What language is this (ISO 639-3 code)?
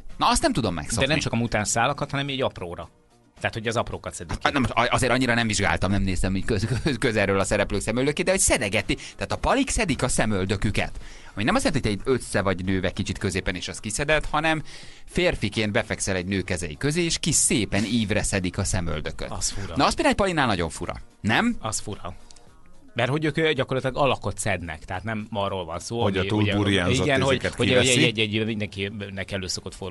hun